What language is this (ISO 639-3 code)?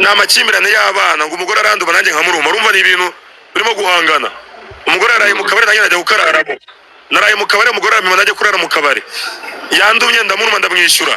kin